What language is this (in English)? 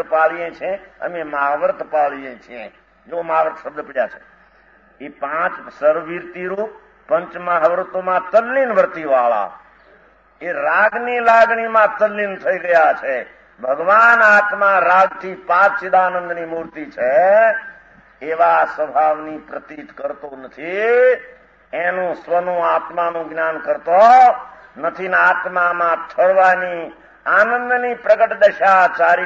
Gujarati